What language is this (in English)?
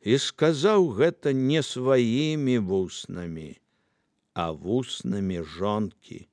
Belarusian